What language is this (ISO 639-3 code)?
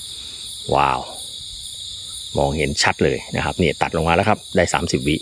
tha